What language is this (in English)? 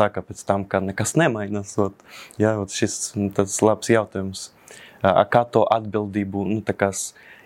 Latvian